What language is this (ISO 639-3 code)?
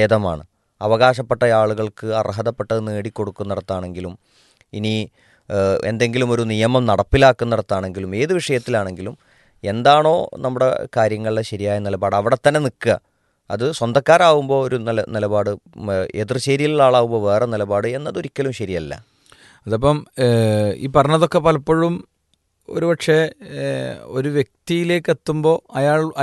mal